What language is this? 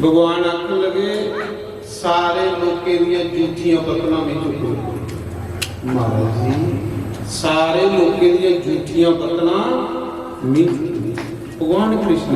Dogri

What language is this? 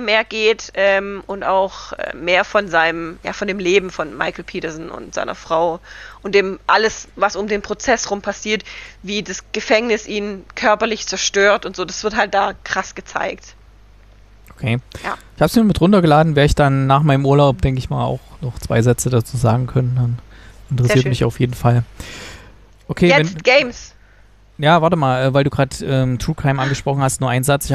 German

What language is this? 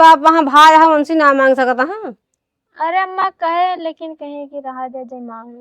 Awadhi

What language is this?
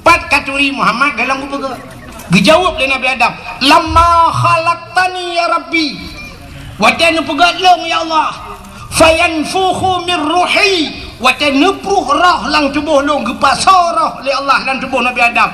Achinese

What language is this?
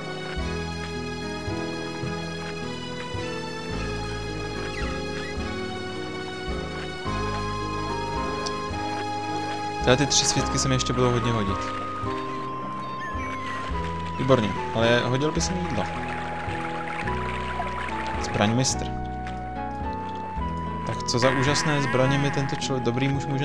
Czech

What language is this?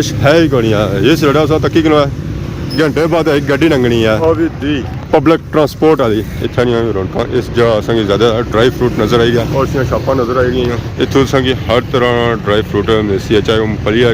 Pahari-Potwari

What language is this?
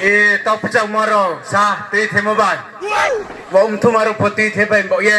Riang (India)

